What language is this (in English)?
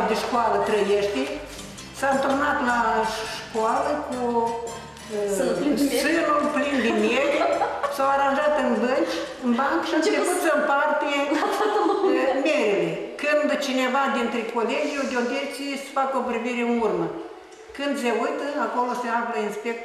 Romanian